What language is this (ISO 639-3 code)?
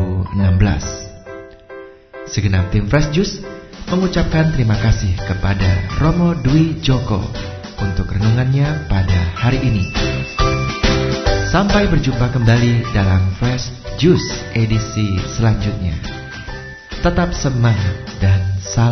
ind